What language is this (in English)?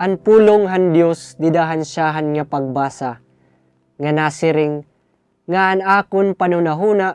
Waray